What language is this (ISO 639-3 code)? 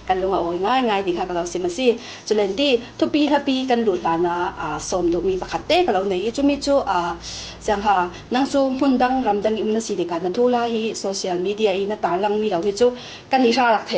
cfm